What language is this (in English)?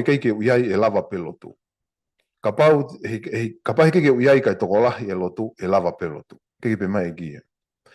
Tongan